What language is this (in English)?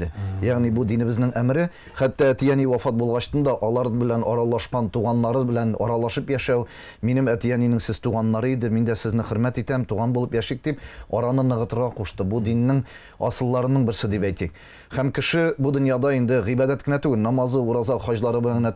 Tatar